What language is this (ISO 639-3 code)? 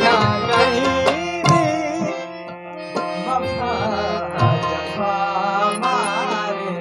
skr